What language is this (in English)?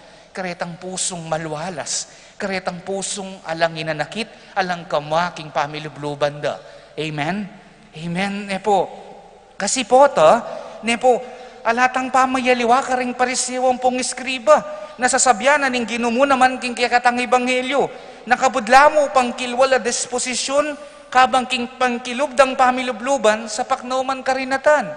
Pampanga